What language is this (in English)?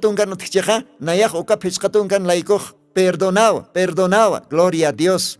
Aymara